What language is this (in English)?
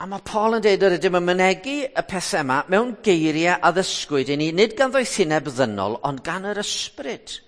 Welsh